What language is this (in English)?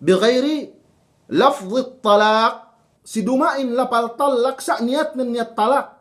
Yakan